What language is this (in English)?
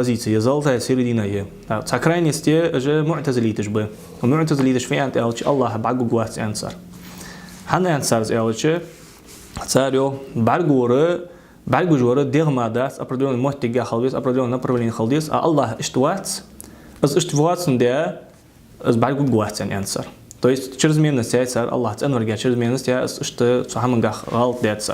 Ingush